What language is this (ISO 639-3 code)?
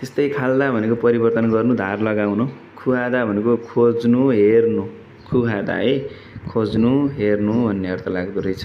nep